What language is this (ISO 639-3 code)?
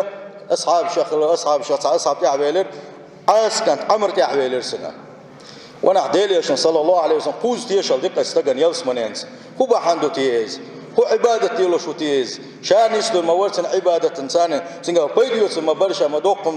che